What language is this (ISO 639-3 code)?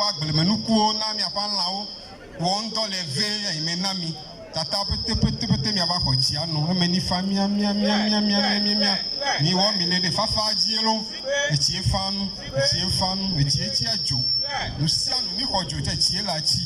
ewe